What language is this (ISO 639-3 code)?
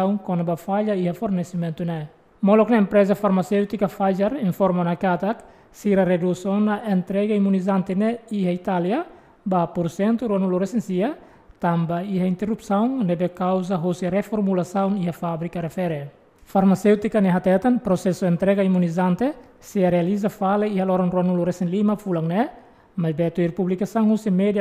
tet